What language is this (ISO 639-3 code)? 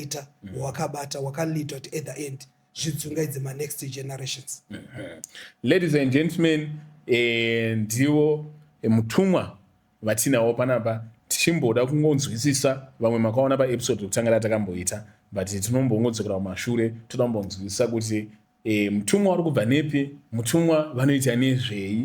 sna